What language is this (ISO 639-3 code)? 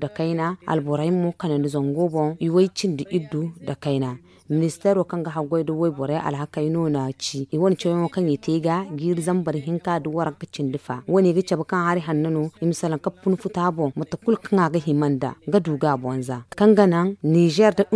dje